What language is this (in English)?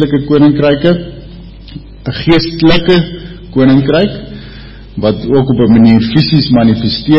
Afrikaans